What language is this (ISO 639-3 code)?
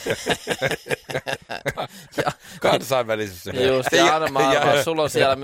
fin